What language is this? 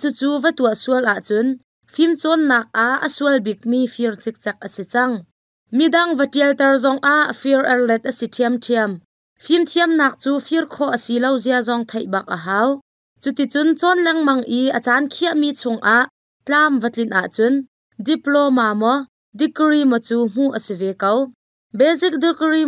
Hakha Chin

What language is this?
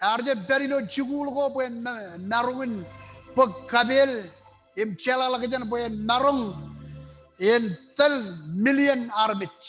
Marshallese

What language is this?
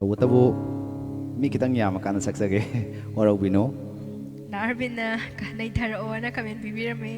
Manipuri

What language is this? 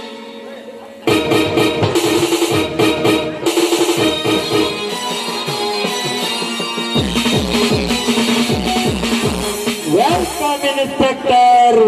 Kannada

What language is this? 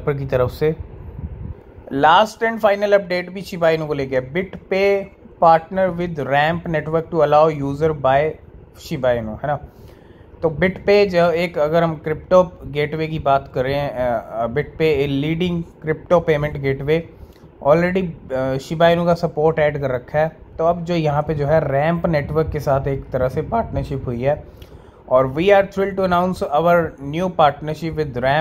Hindi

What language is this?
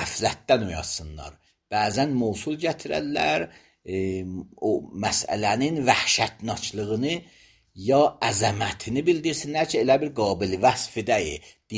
Azerbaijani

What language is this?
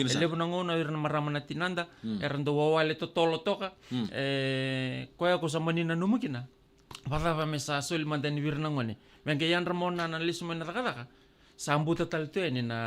Fijian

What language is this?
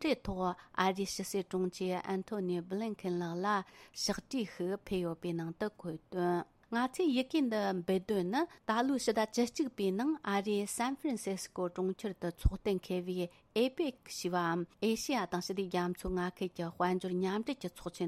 Tibetan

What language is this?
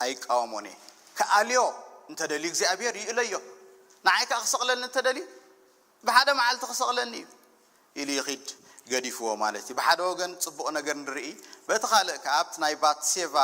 Tigrinya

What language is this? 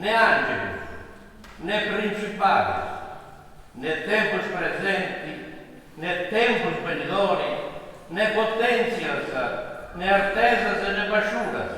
Sardinian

